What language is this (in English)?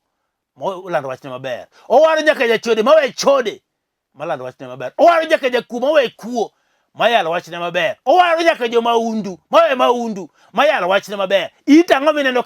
Luo (Kenya and Tanzania)